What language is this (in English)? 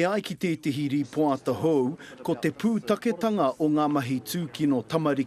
Māori